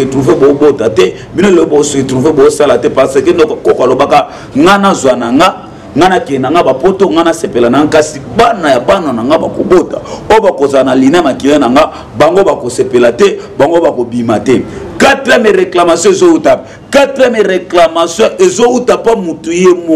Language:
Lingala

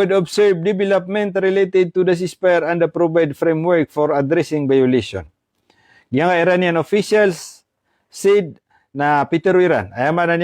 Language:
Maranao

